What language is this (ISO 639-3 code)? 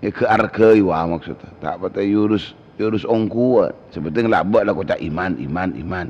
mad